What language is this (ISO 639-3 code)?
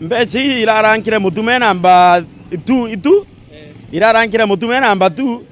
mer